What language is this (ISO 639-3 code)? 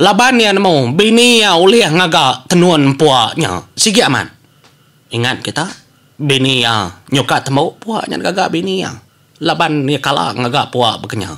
iba